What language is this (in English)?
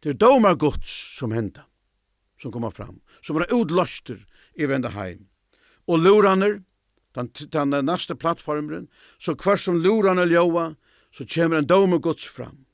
Faroese